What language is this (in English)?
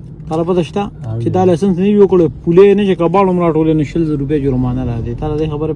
Pashto